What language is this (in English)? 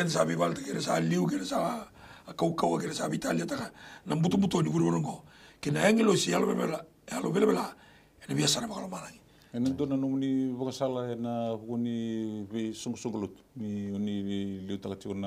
Fijian